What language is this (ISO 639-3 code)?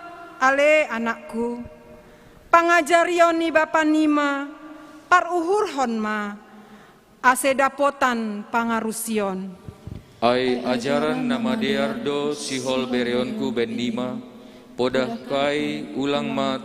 bts